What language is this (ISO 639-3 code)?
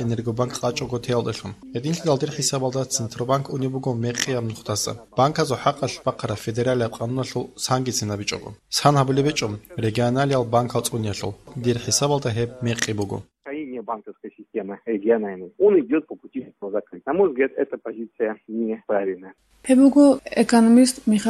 ava